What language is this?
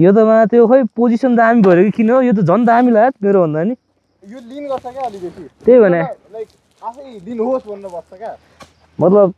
Nepali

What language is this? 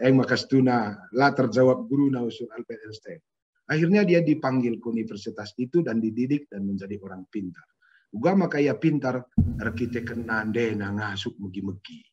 Batak Karo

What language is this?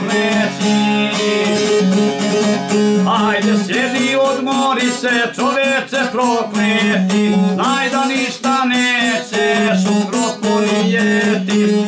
Bosnian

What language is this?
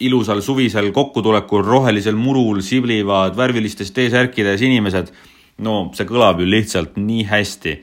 Estonian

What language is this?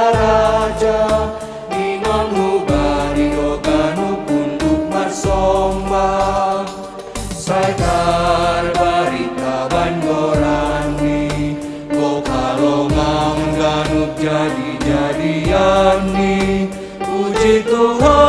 Batak Simalungun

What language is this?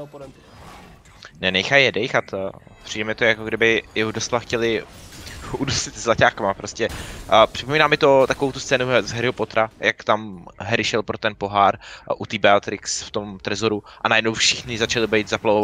Czech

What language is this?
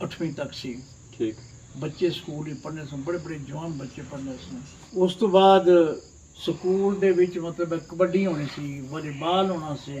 Pahari-Potwari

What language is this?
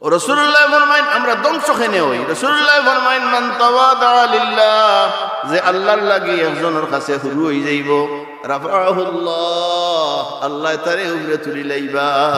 Sylheti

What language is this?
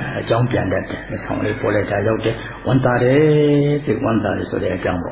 Burmese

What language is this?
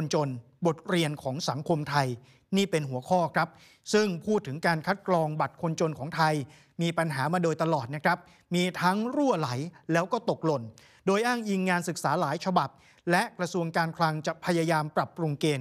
Thai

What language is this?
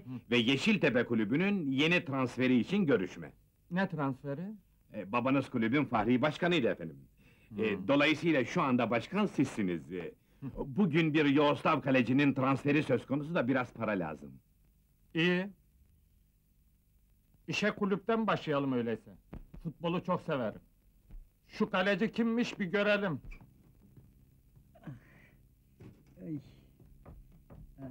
Turkish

